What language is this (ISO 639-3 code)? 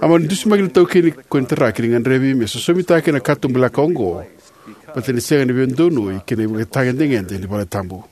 fij